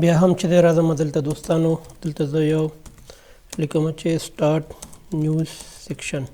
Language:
Pashto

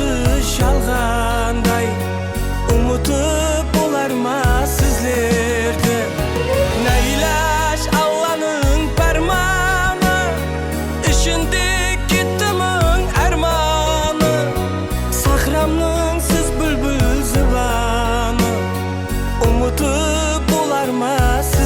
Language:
Kara-Kalpak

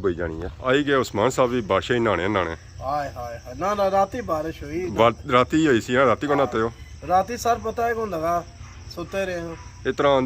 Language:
Pahari-Potwari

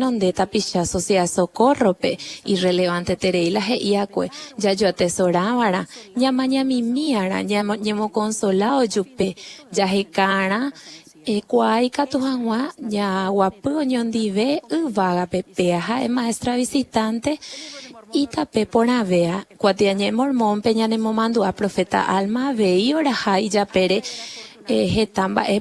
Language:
Guarani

